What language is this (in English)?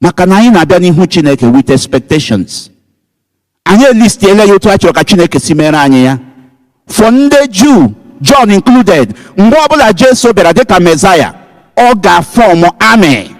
Igbo